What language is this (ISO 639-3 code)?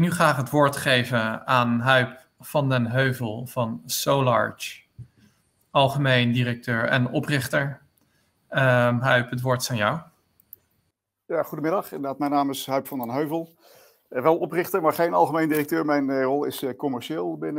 nld